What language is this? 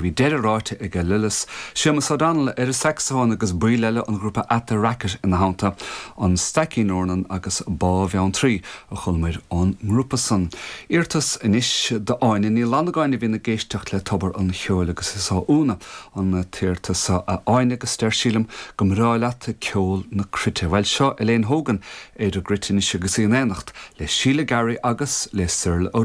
Irish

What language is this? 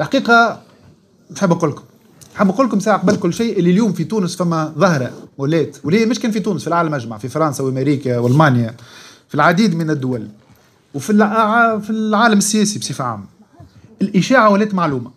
Tunisian Arabic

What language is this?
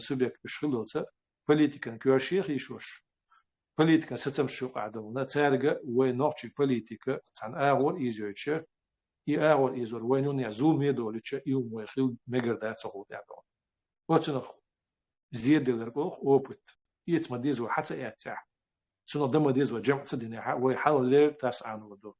Chechen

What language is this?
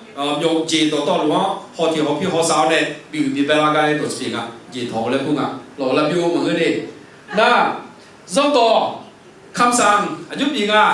Akha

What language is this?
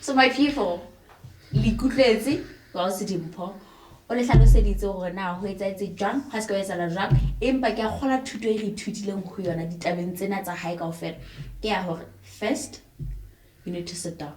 Southern Sotho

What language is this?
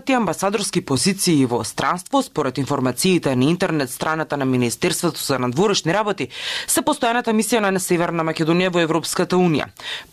Macedonian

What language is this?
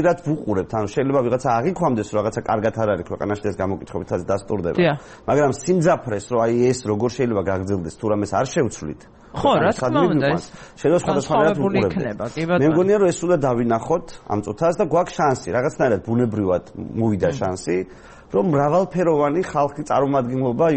Georgian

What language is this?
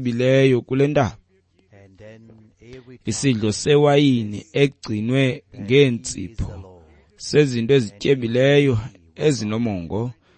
Xhosa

